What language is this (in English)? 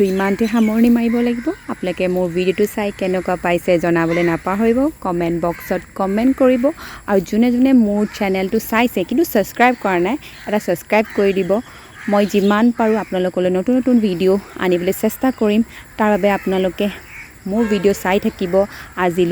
Assamese